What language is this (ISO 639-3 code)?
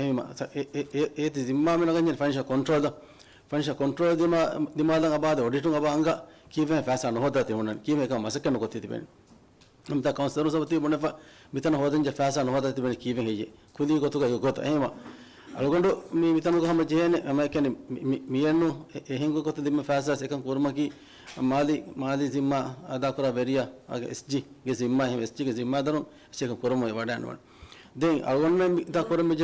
div